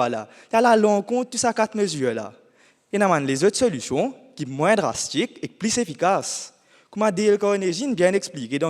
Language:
Morisyen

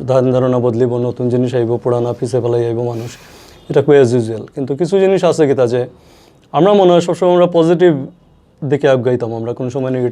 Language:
Sylheti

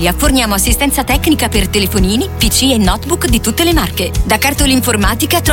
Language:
Italian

